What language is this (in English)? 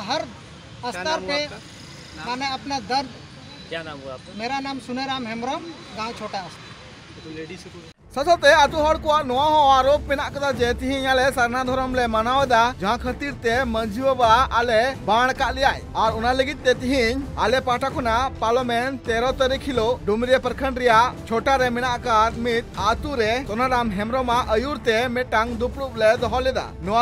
Santali